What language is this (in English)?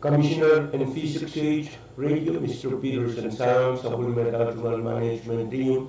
Pohnpeian